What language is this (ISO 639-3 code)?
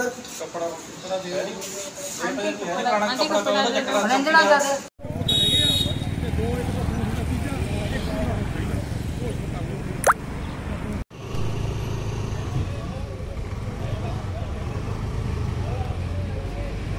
pan